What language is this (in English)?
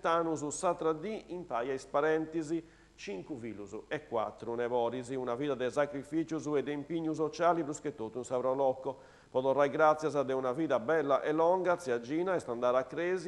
Sardinian